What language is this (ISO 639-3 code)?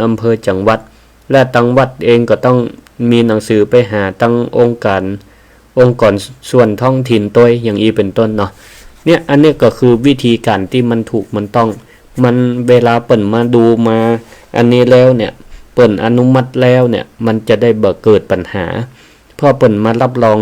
nod